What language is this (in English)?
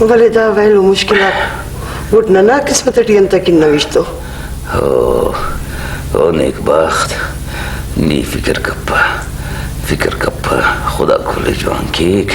Brahui